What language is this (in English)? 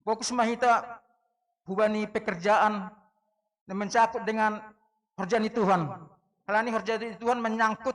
Batak Simalungun